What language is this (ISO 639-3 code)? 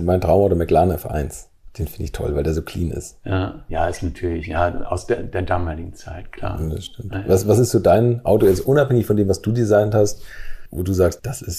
deu